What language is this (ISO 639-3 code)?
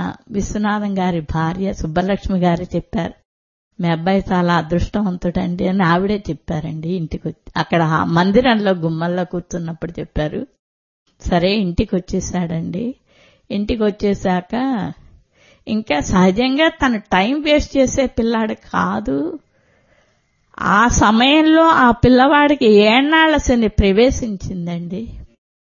tel